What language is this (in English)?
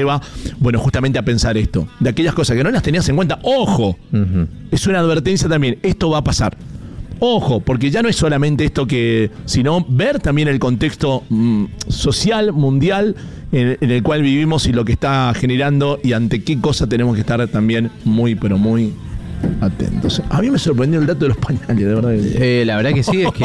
Spanish